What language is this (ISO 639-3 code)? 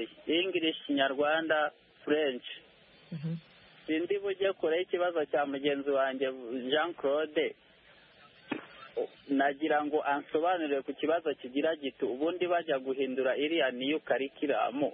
kin